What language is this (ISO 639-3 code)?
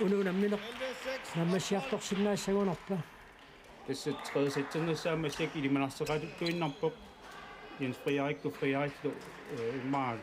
kal